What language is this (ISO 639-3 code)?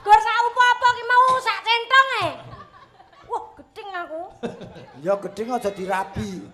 jav